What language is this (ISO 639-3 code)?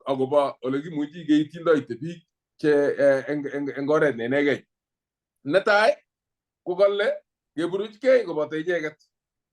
kln